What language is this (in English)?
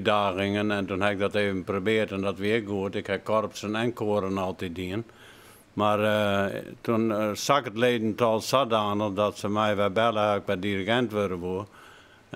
Western Frisian